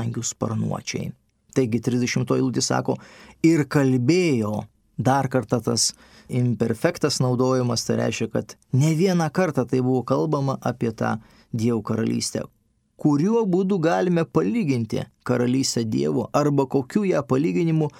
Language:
Lithuanian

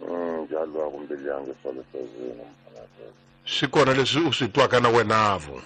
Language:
Tsonga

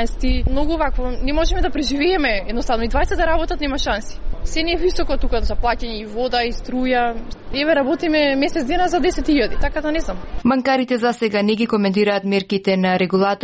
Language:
Macedonian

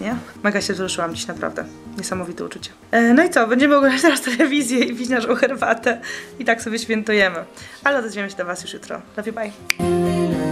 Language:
Polish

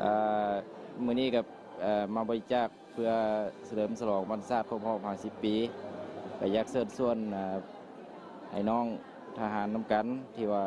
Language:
Lao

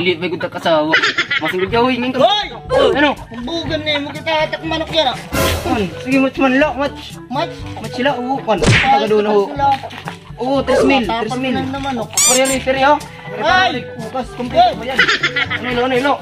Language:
Waray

